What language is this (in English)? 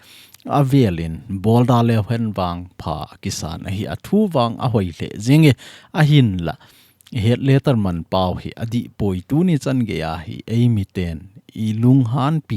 Thado Chin